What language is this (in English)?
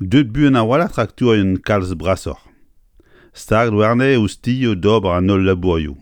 Breton